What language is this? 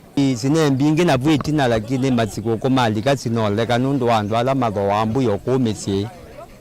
Kamba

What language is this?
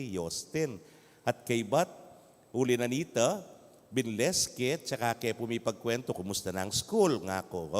Pampanga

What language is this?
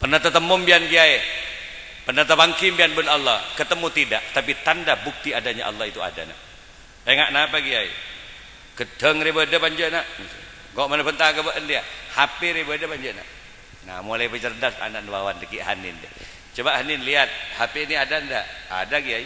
Madurese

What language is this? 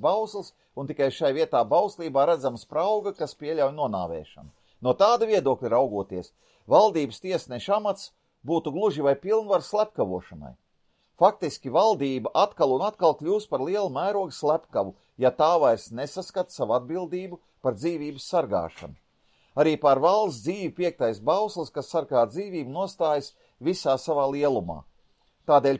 Latvian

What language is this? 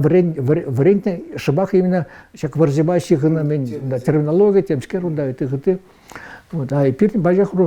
Chuvash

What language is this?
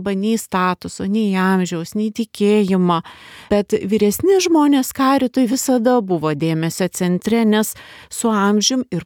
Lithuanian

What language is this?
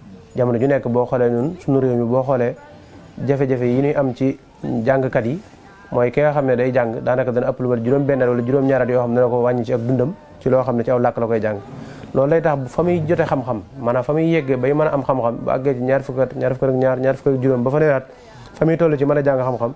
Wolof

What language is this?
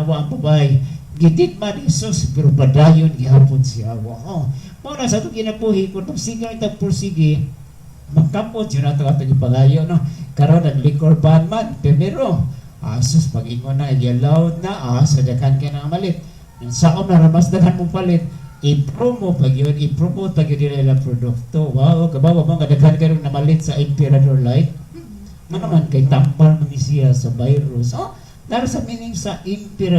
Cebuano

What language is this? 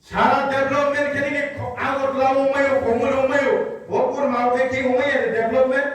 Riang (India)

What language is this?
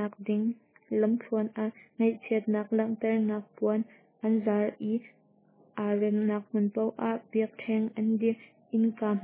Hakha Chin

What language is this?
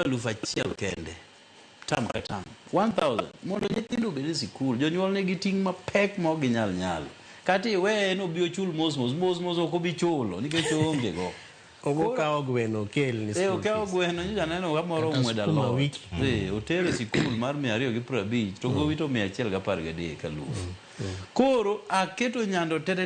Luo (Kenya and Tanzania)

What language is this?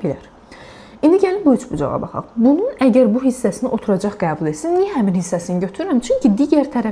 Azerbaijani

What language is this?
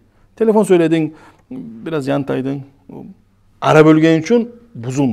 Kumyk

